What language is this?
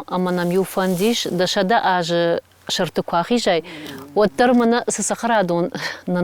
Ossetic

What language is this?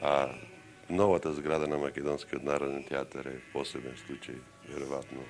Macedonian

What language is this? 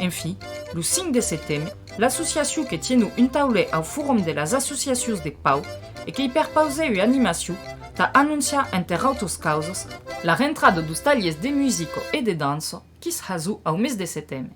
Occitan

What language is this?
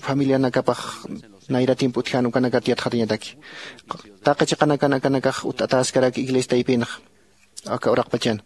Aymara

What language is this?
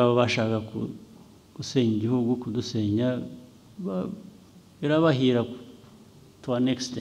Kinyarwanda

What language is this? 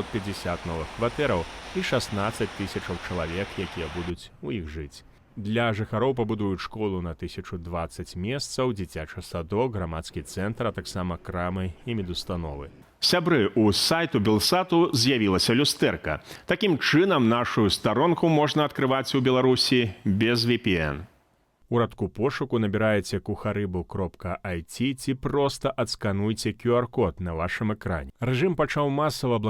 Belarusian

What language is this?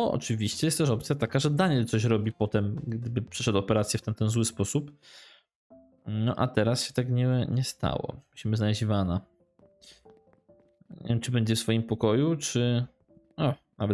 Polish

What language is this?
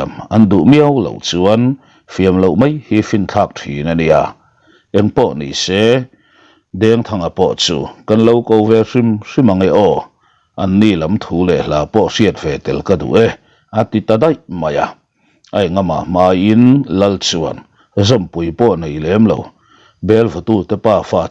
Mizo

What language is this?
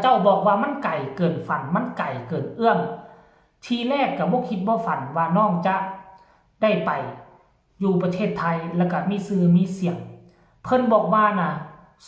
Lao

